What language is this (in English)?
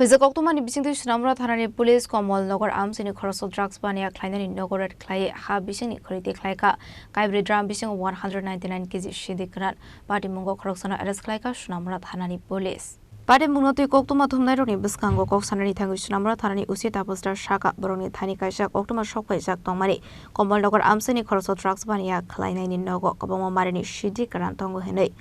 Kok Borok